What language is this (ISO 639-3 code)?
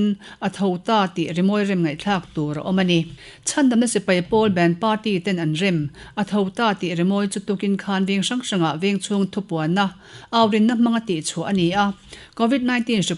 lus